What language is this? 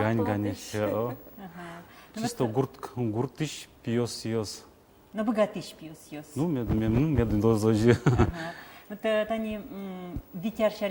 Udmurt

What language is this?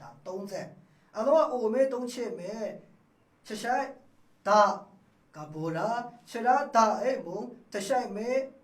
Maru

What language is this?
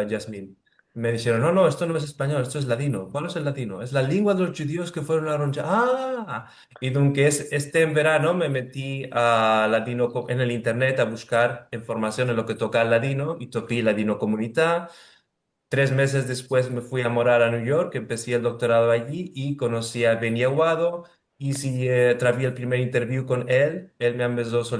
Ladino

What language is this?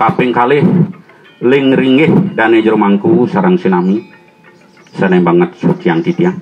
Balinese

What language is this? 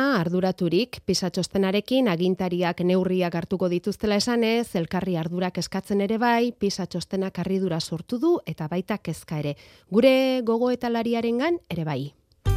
Basque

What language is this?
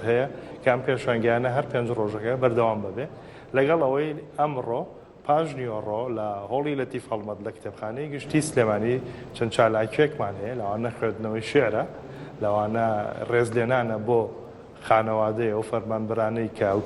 Central Kurdish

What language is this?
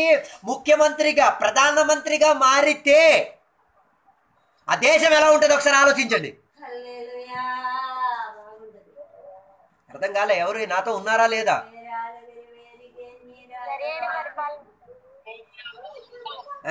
Telugu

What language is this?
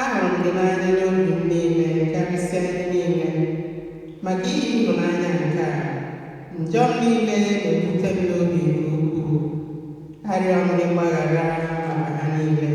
Igbo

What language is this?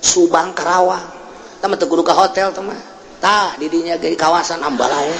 Sundanese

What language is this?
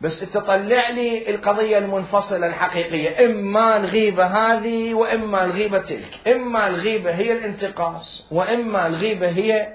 Mesopotamian Arabic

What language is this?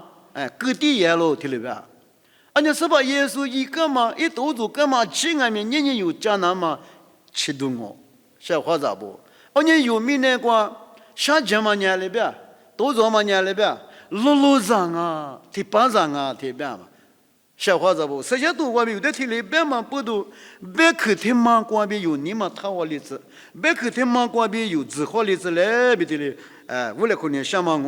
Lisu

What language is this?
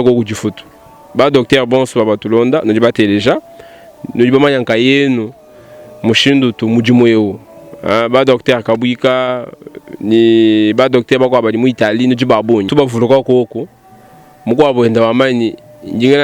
Luba-Lulua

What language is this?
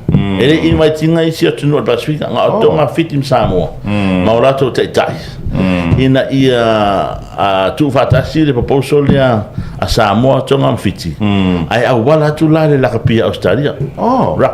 Samoan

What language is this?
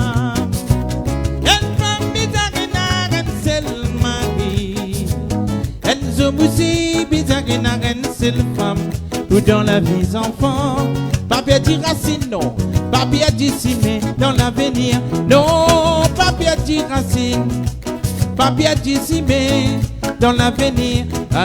Morisyen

